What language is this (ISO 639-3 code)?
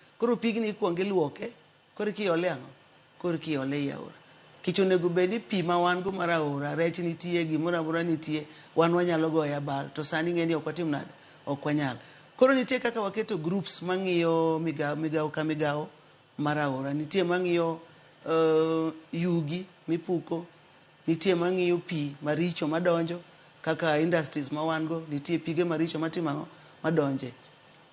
luo